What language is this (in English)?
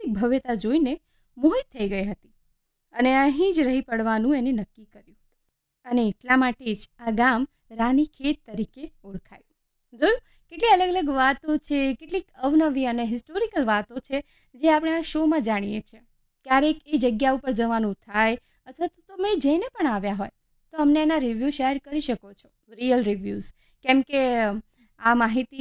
Gujarati